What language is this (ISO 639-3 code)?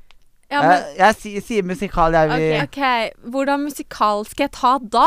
nor